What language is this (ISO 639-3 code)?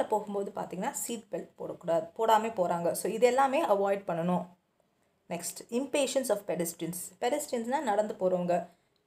tam